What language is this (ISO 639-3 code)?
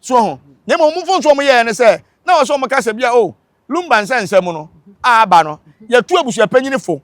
aka